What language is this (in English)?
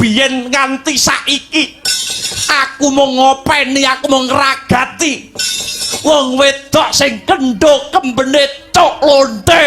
Javanese